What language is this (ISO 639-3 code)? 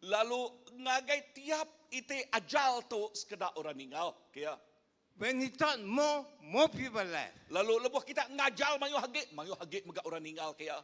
iba